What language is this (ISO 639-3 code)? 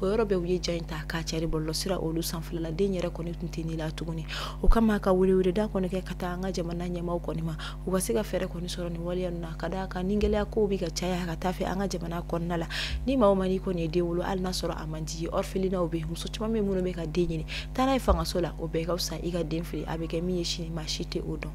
bam